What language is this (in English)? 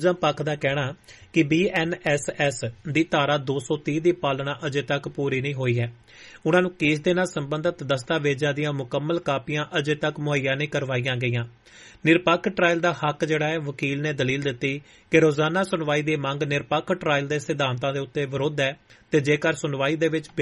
Punjabi